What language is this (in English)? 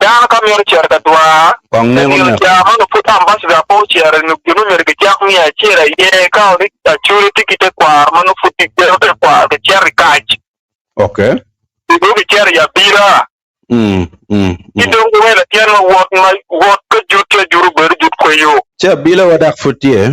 Acoli